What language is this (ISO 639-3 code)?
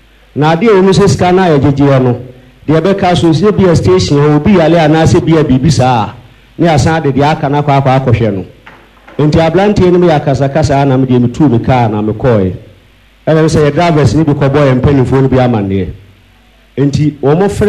aka